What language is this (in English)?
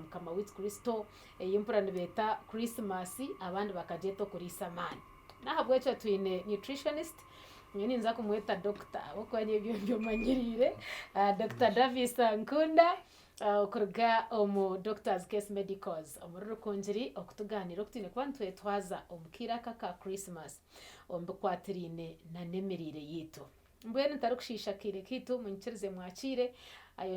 Nyankole